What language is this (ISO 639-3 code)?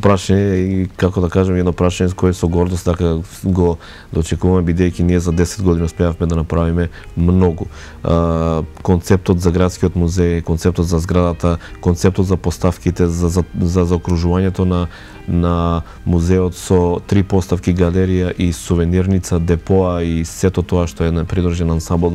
mkd